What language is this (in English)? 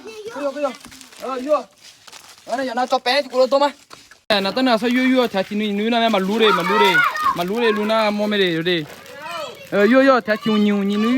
Akha